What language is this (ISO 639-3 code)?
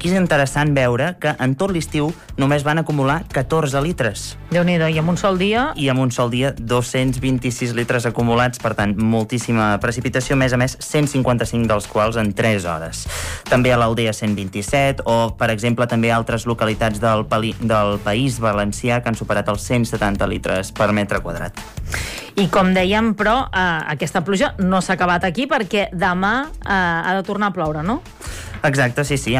cat